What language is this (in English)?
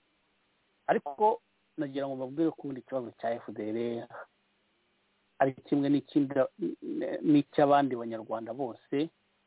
Kinyarwanda